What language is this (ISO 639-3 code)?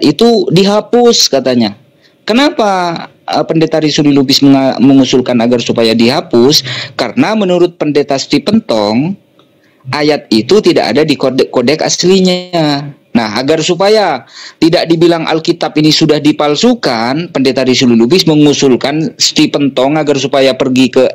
ind